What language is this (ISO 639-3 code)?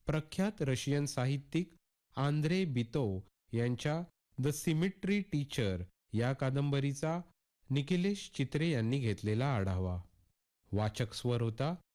mar